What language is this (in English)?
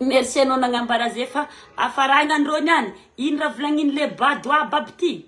Malagasy